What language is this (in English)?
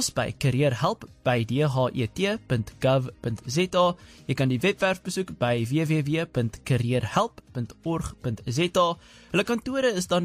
Afrikaans